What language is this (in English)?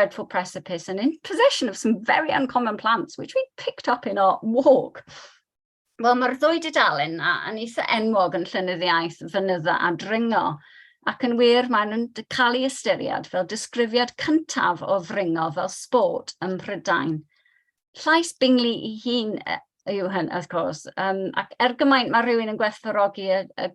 Welsh